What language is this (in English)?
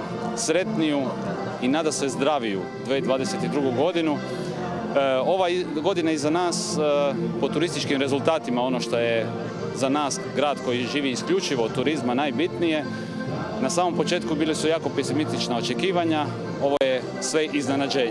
Croatian